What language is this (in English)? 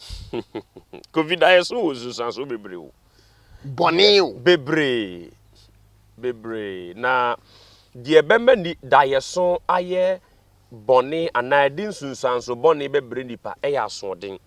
Akan